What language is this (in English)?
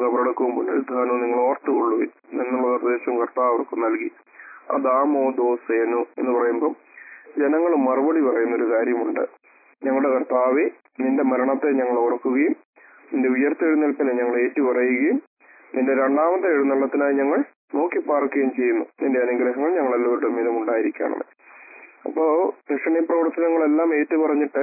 Malayalam